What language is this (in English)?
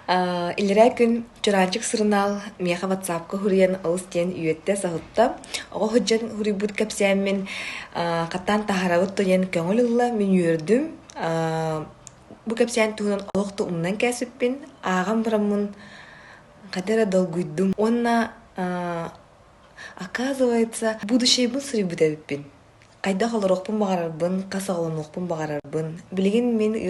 Yakut